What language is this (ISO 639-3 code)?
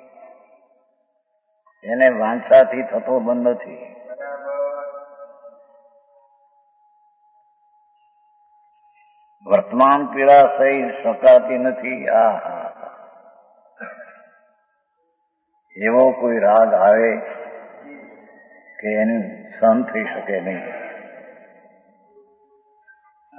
guj